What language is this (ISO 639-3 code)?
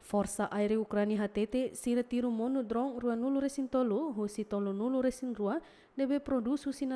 tet